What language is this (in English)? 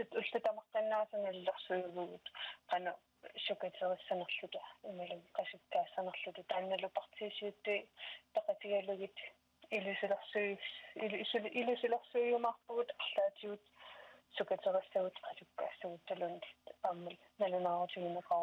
Kalaallisut